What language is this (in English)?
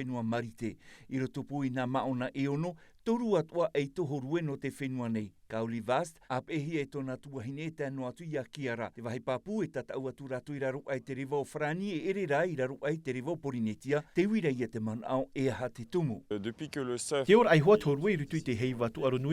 Tahitian